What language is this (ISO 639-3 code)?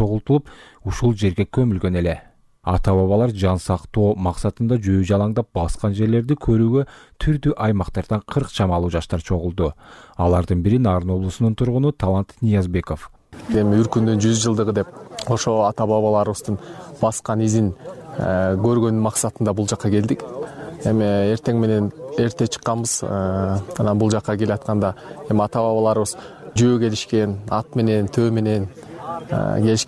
kir